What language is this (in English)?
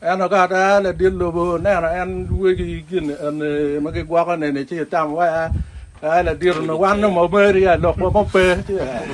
Acoli